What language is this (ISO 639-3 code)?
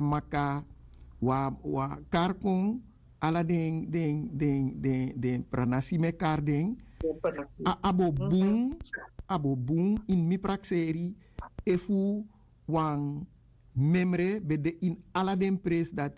srn